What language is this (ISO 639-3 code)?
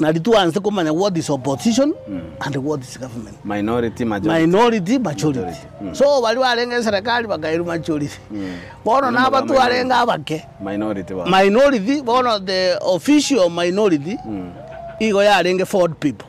guz